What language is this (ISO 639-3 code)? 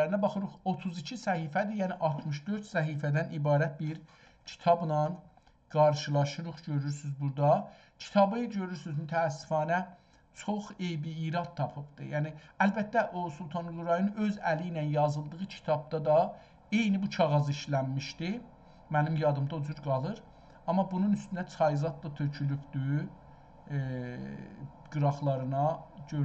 azb